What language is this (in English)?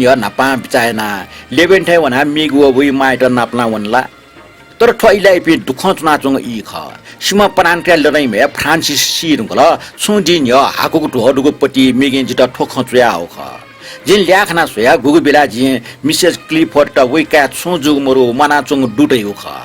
Newari